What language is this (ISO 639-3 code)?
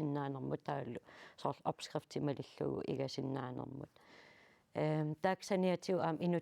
kal